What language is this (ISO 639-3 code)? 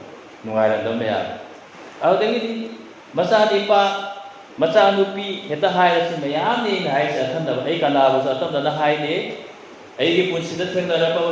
mni